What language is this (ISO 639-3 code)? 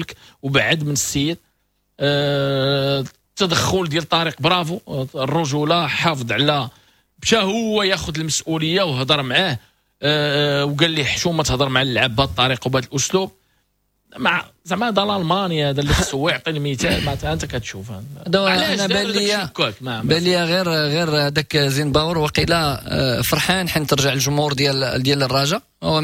ary